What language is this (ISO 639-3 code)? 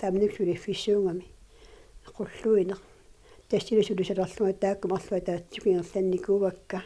kal